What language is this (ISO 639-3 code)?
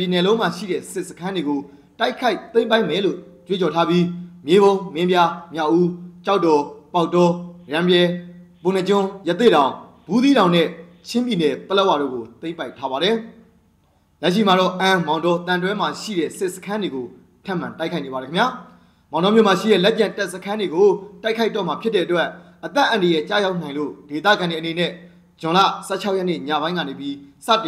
mya